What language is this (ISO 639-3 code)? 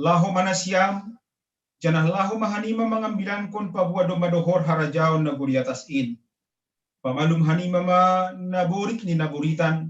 bts